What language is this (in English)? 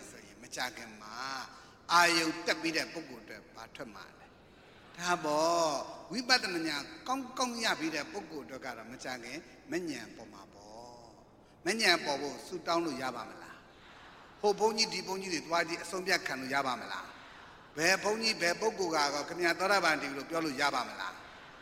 Burmese